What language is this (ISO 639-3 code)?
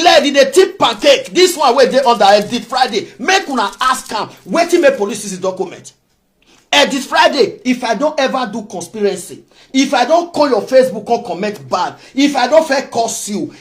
pcm